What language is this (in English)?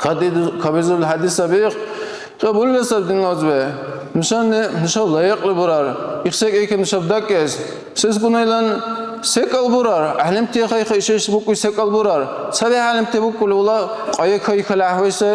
Dargwa